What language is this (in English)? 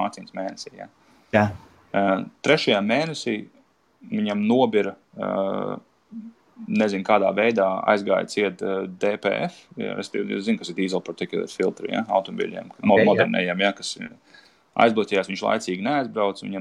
Latvian